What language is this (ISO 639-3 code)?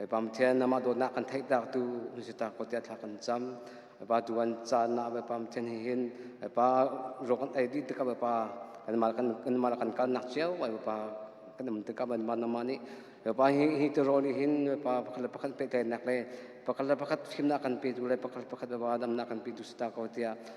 cnh